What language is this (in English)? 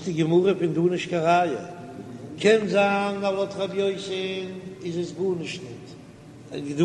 Yiddish